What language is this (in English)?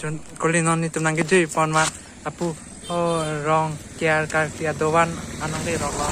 Karbi